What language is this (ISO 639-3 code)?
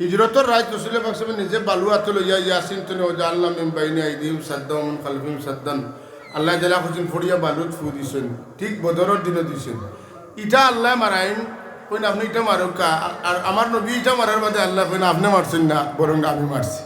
syl